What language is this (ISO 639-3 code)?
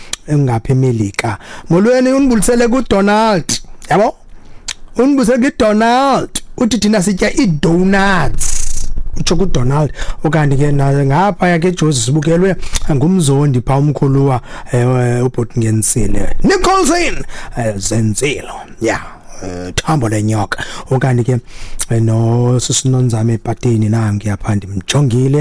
xho